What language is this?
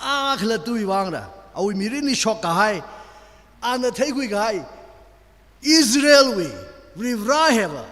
Tangkhul Naga (India)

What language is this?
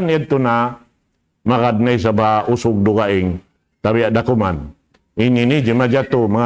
Tausug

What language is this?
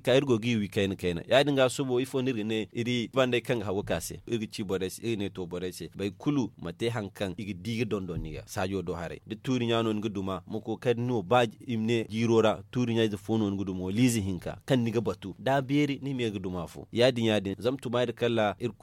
Zarma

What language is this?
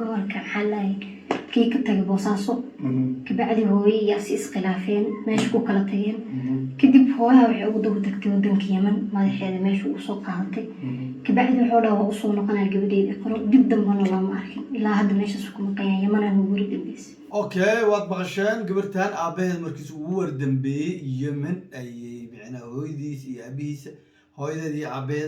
Somali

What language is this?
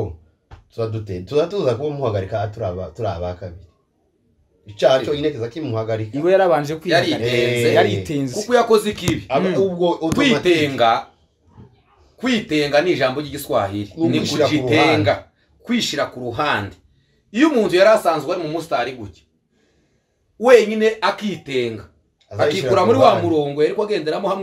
Kinyarwanda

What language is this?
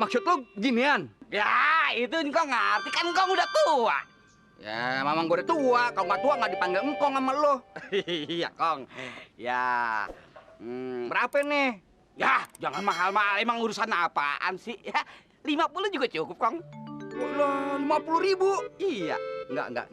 Betawi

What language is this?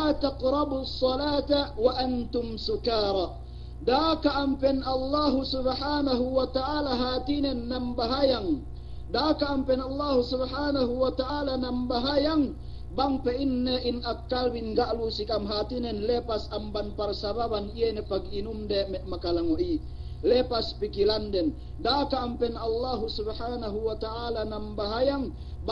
Yakan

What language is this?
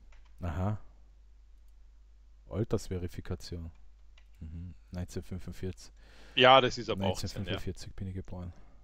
German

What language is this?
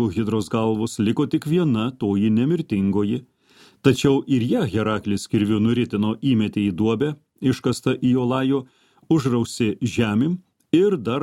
Lithuanian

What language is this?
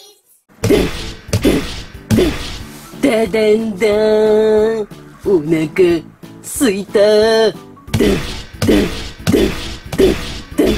Japanese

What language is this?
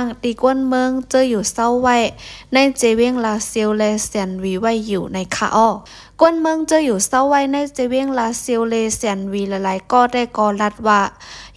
Shan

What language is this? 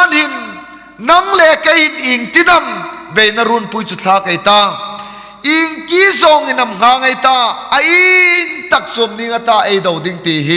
Hmar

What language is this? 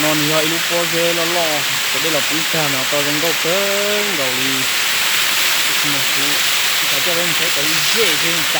Hmong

